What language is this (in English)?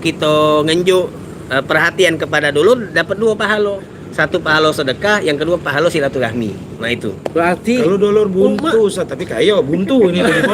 Musi